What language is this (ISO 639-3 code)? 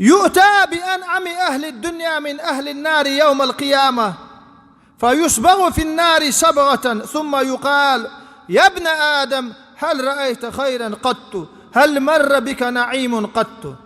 che